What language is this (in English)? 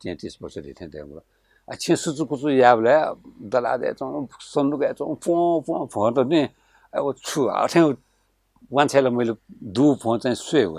Newari